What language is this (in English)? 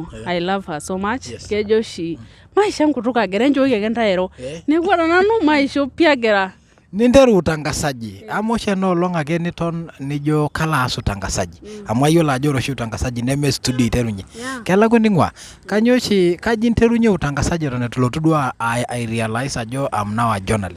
Masai